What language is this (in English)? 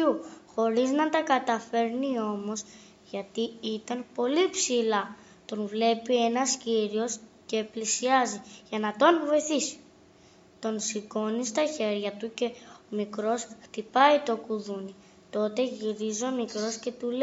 Greek